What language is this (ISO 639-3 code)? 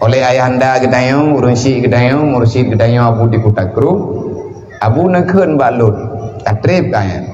ace